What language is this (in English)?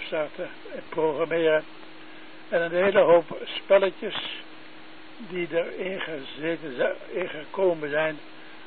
Dutch